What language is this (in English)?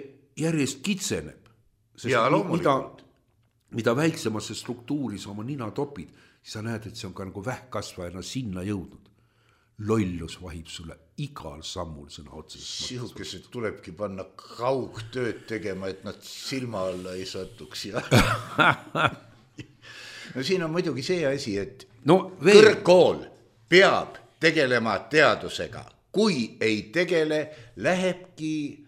Estonian